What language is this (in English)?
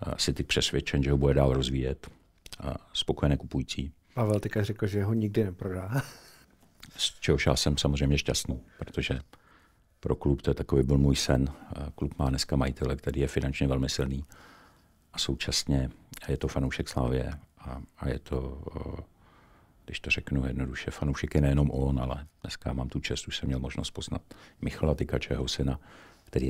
Czech